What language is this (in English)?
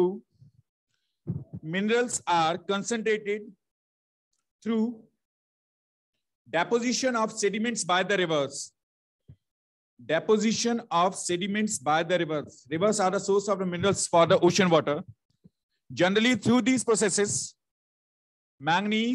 English